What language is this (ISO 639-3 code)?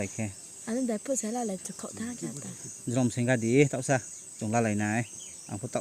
ria